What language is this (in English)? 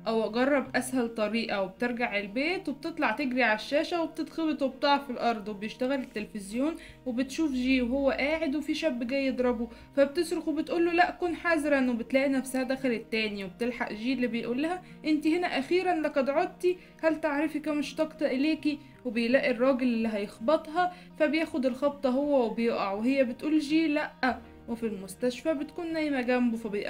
Egyptian Arabic